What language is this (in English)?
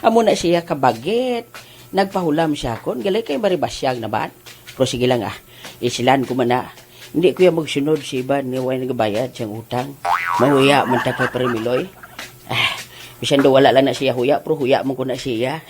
Hiligaynon